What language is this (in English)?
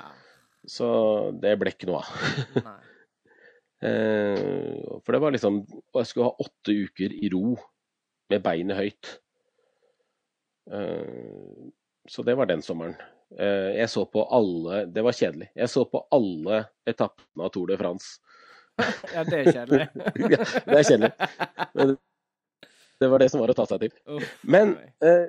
Norwegian